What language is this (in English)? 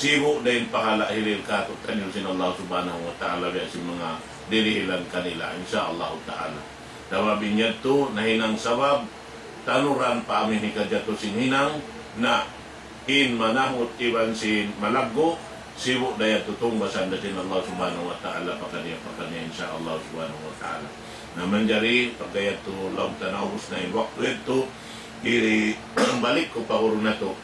Tausug